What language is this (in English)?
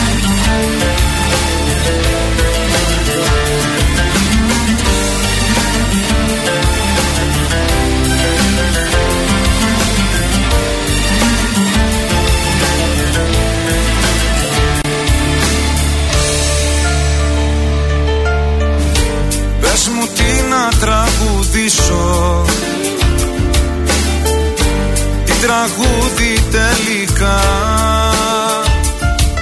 Greek